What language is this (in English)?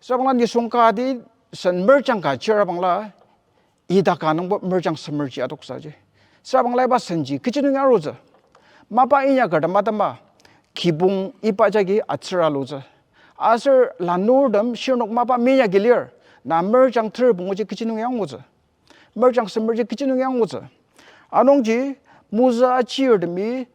Ao Naga